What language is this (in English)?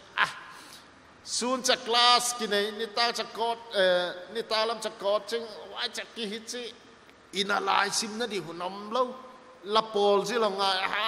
Paite Chin